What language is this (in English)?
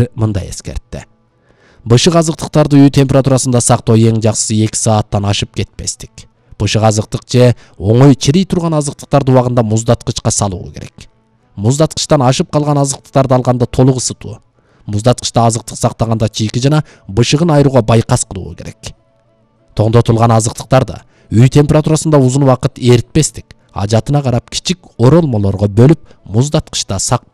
Kyrgyz